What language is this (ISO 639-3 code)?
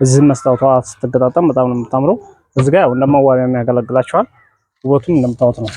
amh